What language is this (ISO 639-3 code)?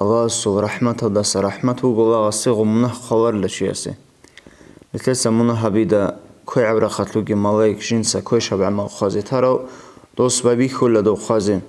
ava